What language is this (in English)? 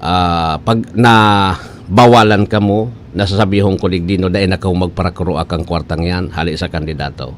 Bikol